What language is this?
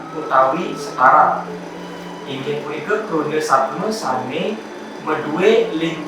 Balinese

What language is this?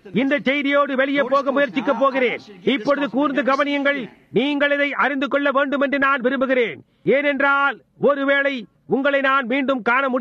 Tamil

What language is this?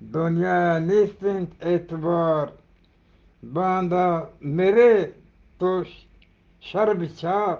Eastern Balochi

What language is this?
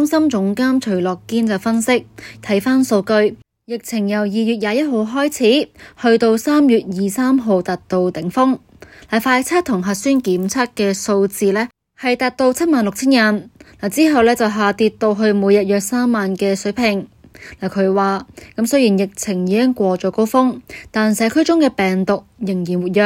Cantonese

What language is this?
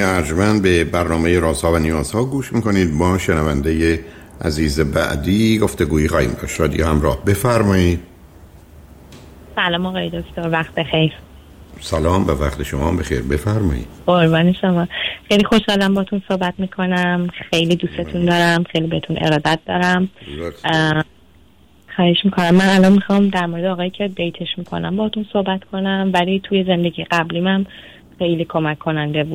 Persian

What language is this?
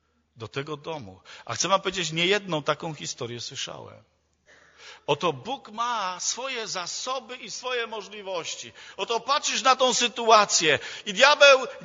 Polish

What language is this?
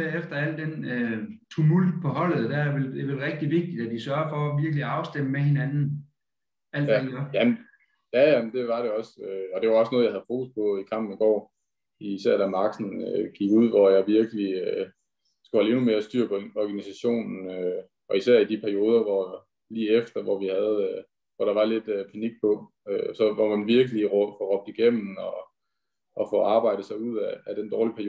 Danish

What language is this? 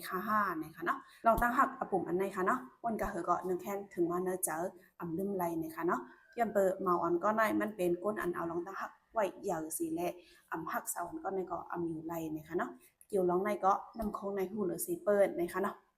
Shan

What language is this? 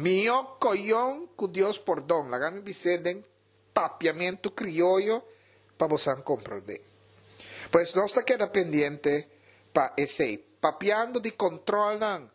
Papiamento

